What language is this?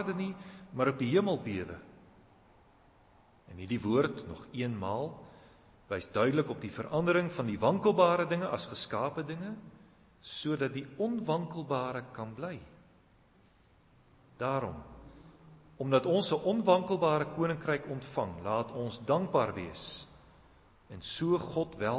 Afrikaans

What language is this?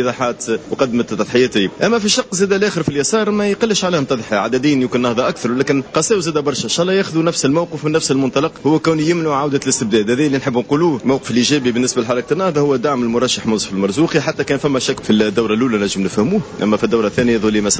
Tunisian Arabic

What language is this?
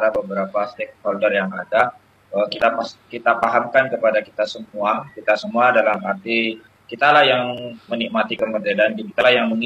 Indonesian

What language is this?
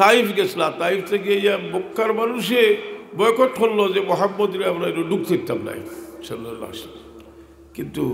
Sylheti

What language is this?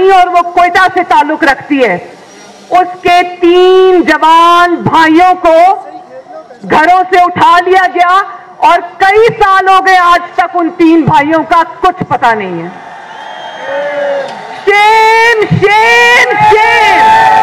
Urdu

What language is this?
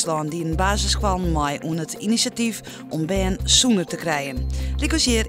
Western Frisian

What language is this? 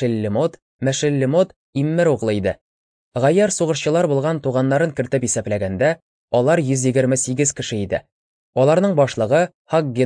Tatar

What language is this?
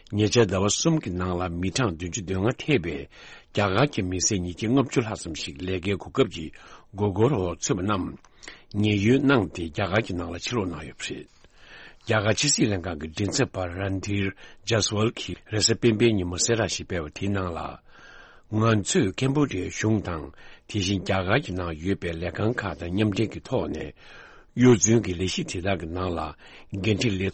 Tibetan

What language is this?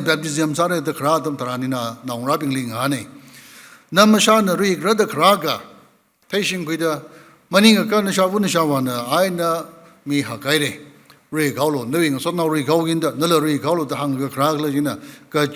Tangkhul Naga (India)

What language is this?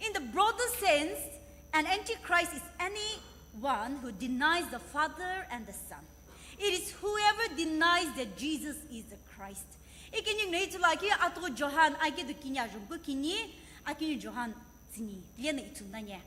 Sumi Naga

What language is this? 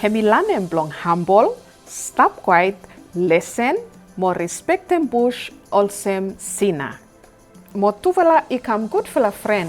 Bislama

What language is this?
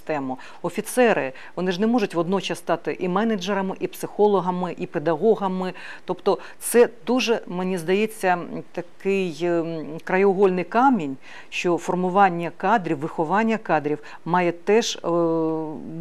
Ukrainian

